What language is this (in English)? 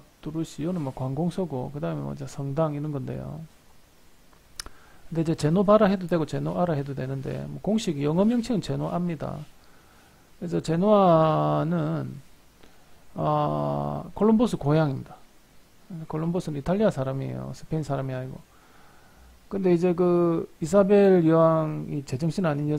Korean